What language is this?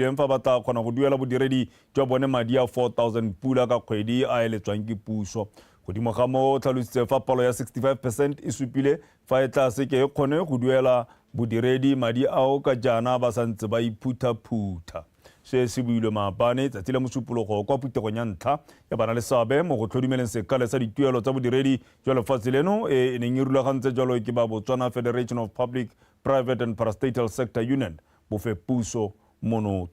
Tswana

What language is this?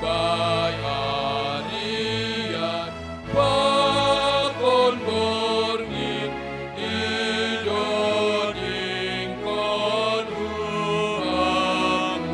Batak Simalungun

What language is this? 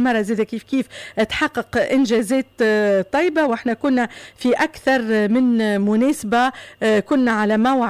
Tunisian Arabic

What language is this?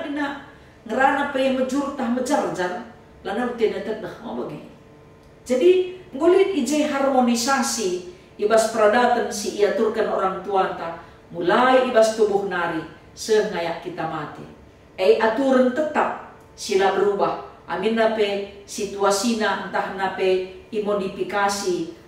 Batak Karo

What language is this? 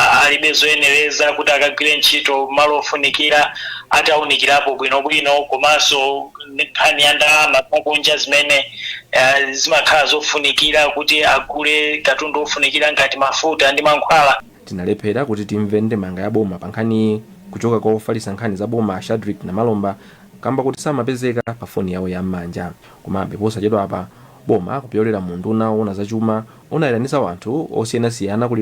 Nyanja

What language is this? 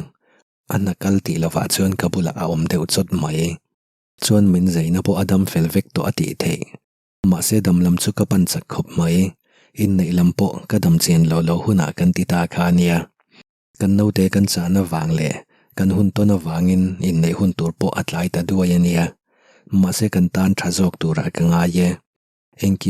Mizo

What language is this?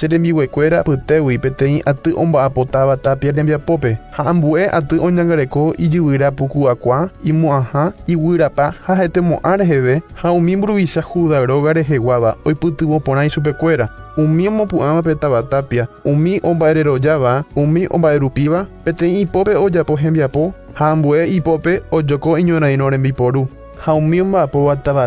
Guarani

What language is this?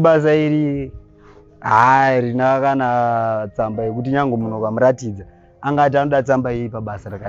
Shona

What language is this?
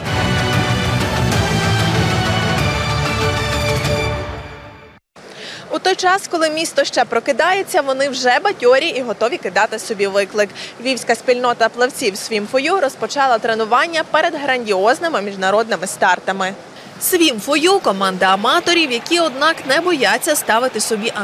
Ukrainian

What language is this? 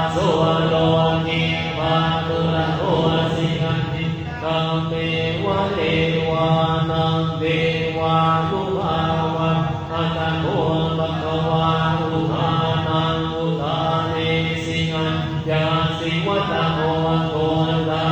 Pali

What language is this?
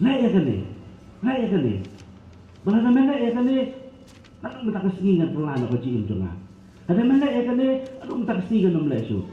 Khasi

